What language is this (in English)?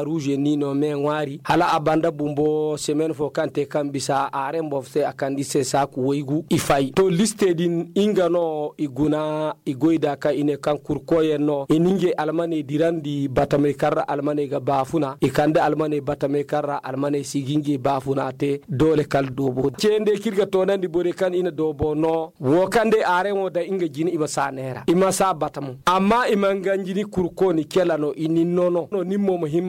Zarma